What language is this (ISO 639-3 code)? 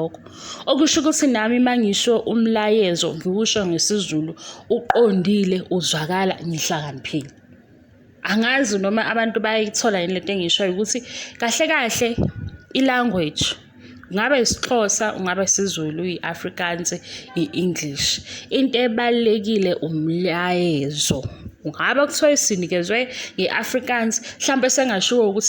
zul